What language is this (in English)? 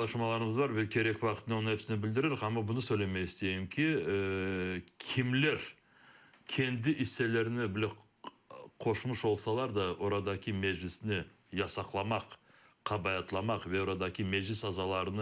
Crimean Tatar